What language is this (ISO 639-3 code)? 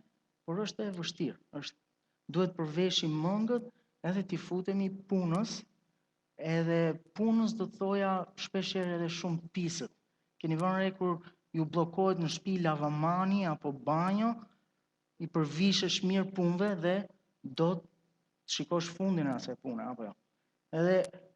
sqi